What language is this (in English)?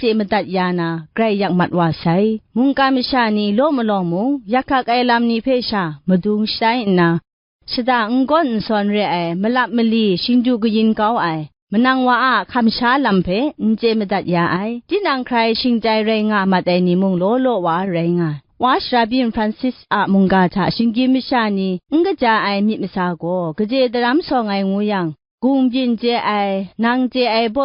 Kachin